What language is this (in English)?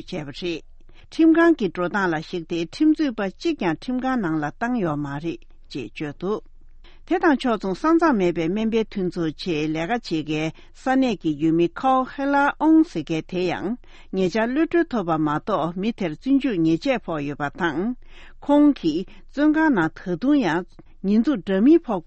Tibetan